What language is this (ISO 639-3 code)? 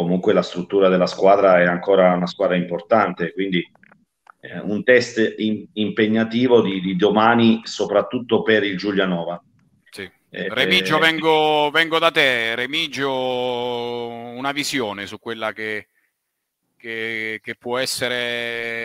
ita